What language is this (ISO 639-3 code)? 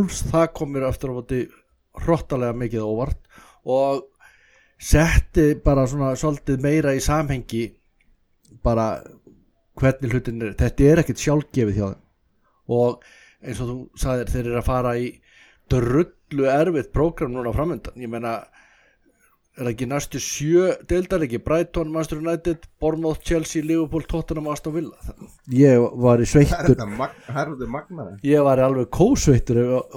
isl